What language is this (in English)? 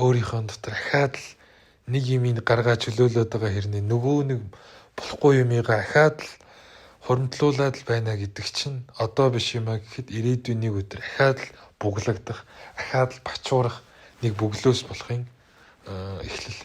Mongolian